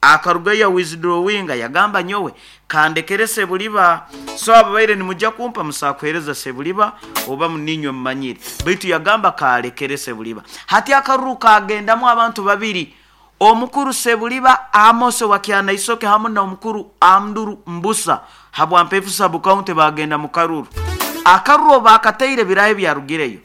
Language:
Nyoro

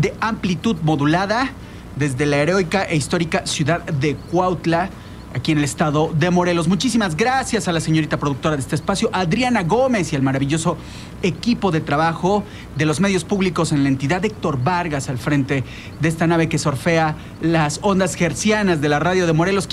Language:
Spanish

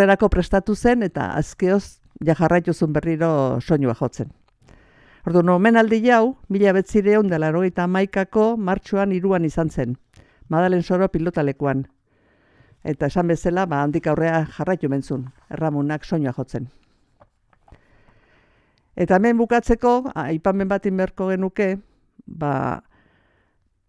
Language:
Basque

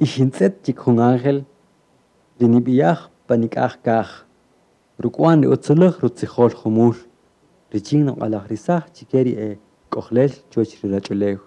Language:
Kaqchikel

